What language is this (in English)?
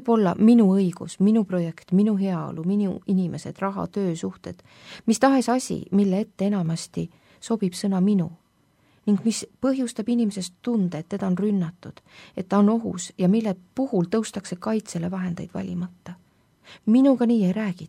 Estonian